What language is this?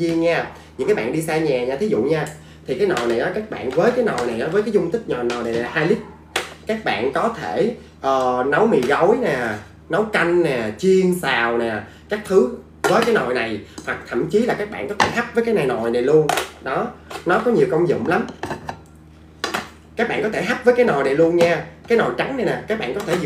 Vietnamese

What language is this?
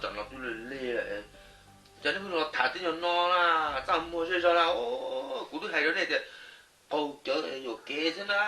Hmong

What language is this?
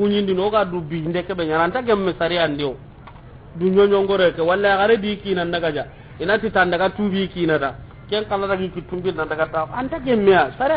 Soninke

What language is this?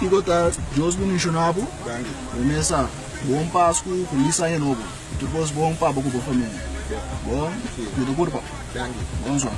Papiamento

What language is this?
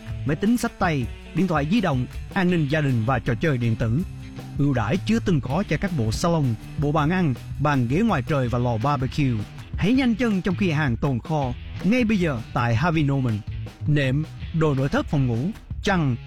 Vietnamese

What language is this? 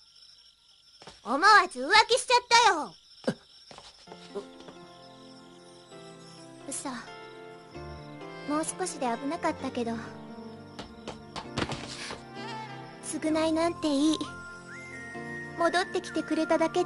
Japanese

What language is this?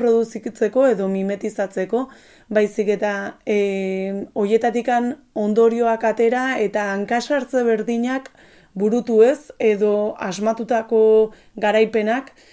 Basque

